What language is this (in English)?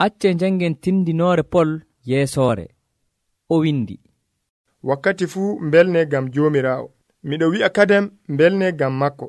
Nigerian Fulfulde